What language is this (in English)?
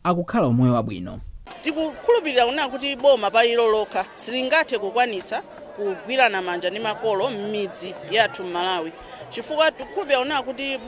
Nyanja